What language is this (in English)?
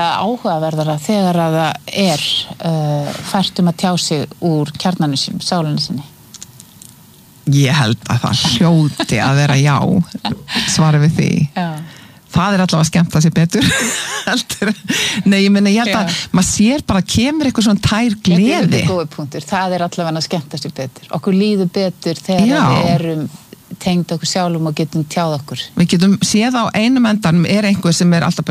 Icelandic